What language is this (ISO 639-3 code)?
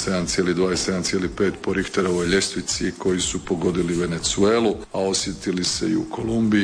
hrv